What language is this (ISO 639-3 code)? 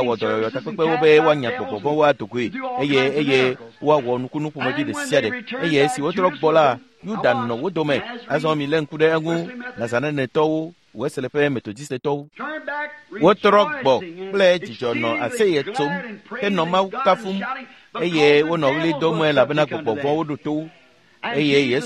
ewe